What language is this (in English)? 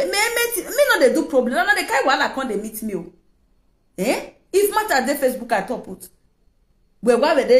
Nigerian Pidgin